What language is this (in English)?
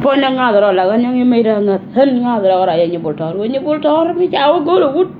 Nuer